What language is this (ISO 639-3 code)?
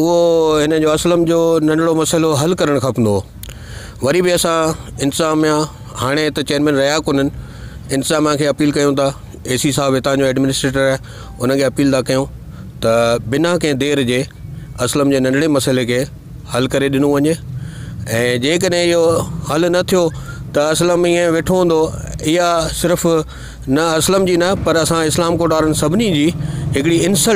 snd